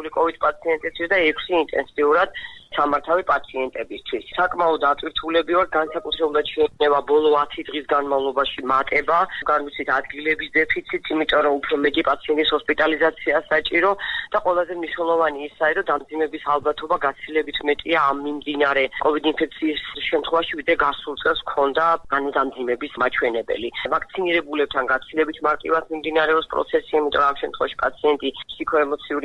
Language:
Georgian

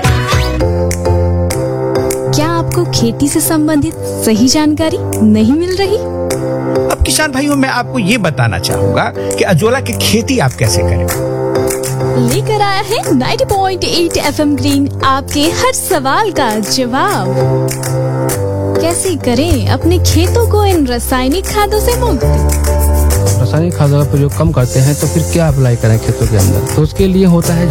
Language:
Hindi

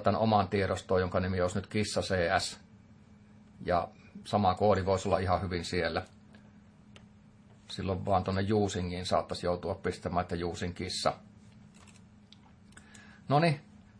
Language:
Finnish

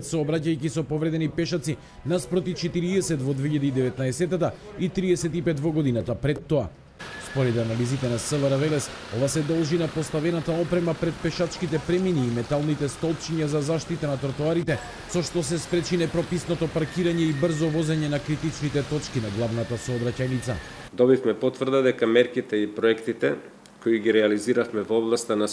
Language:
Macedonian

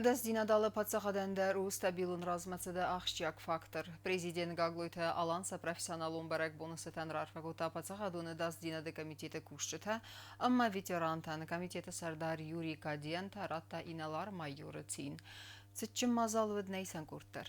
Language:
Ossetic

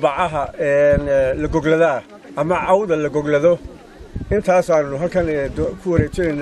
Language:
Somali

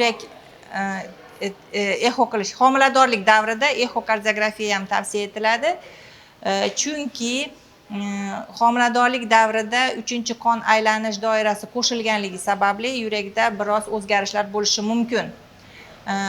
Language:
Uzbek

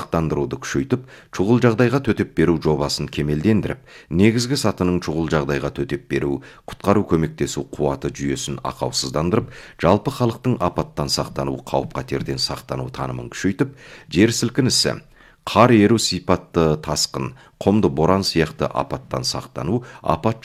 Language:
Kazakh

